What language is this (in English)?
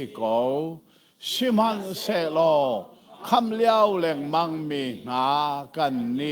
Hakha Chin